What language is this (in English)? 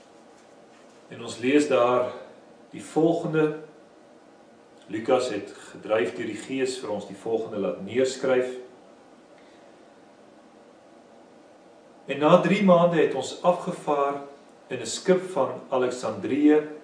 Afrikaans